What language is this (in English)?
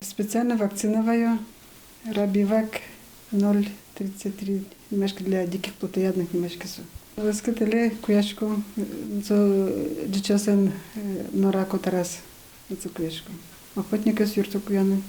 Udmurt